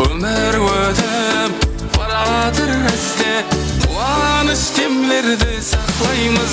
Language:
Kara-Kalpak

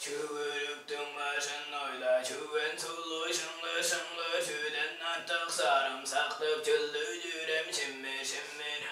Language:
Tuvinian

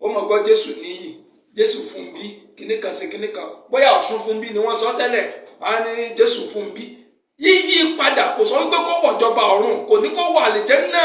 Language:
Yoruba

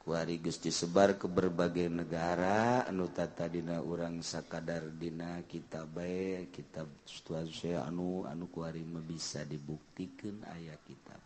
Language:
Sundanese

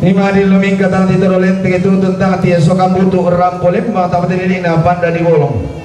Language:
Toraja-Sa'dan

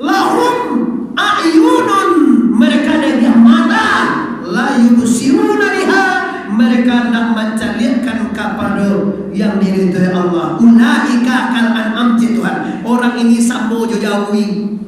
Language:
Minangkabau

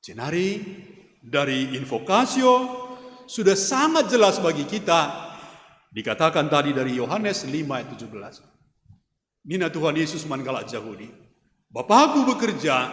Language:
Batak Karo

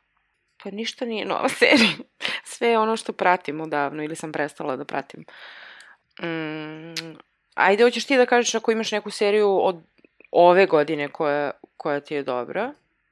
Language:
Serbian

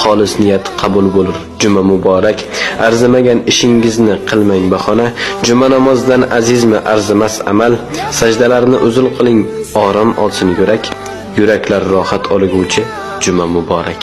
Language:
Uzbek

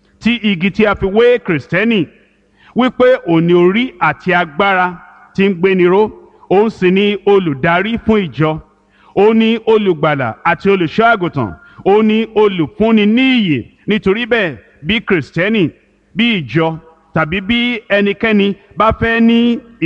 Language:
Yoruba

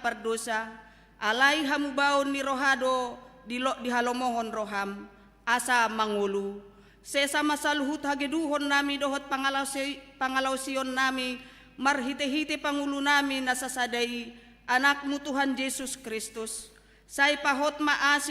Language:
Batak Toba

